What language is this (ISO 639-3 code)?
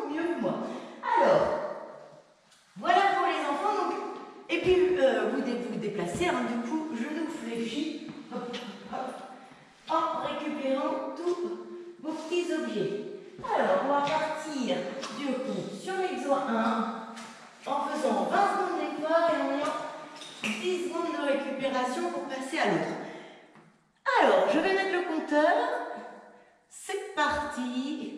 fra